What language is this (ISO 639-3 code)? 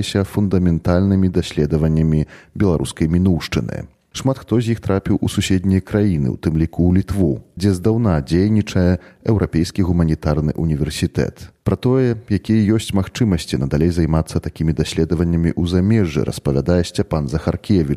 bel